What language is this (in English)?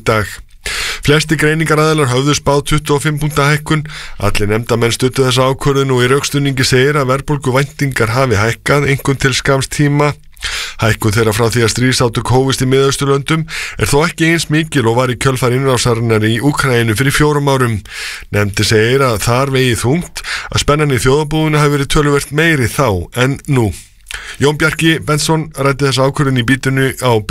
Icelandic